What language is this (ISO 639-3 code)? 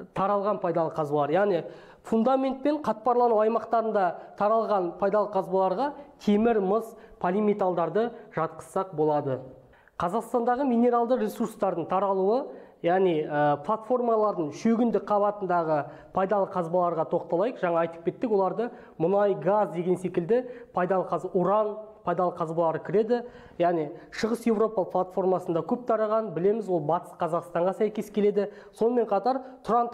kaz